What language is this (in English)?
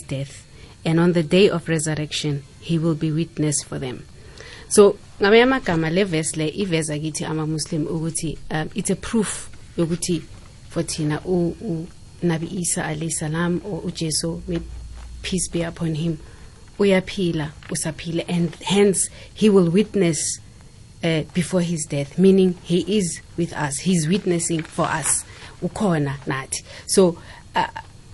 South Ndebele